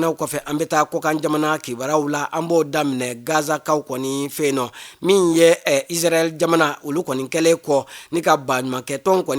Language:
Bambara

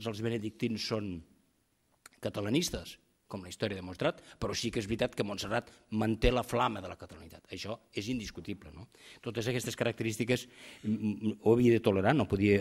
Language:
Catalan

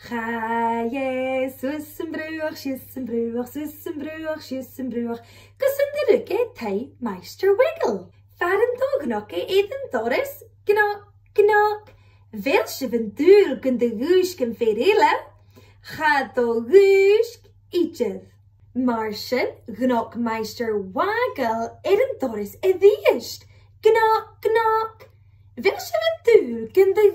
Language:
Scottish Gaelic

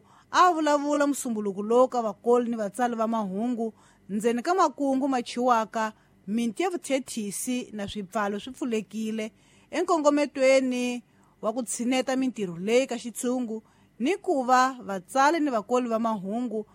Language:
Tsonga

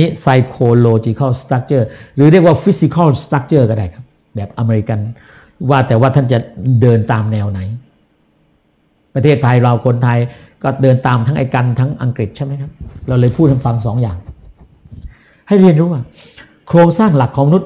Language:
Thai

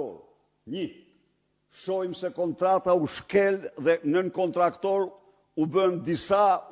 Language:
Albanian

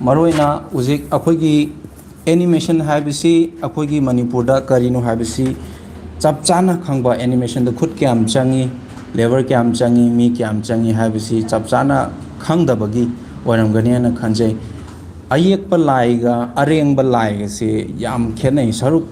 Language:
Manipuri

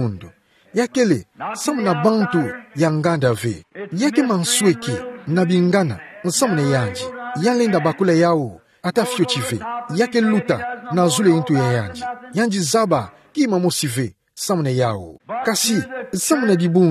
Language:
Kituba (Democratic Republic of Congo)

